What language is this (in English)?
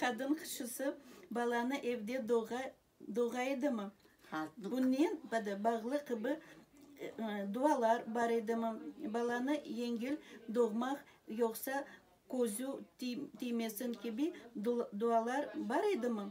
Crimean Tatar